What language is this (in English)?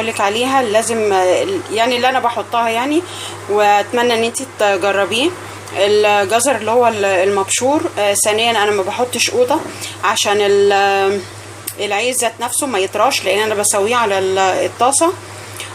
Egyptian Arabic